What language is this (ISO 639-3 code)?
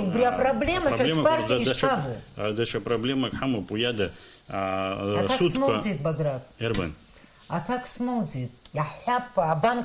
abk